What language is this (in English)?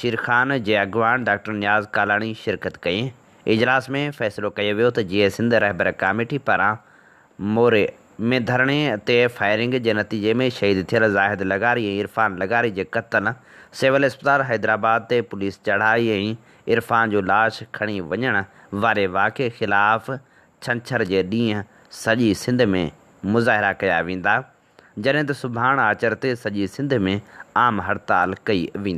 Sindhi